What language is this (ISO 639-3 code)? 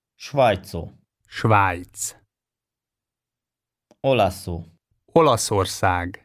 hun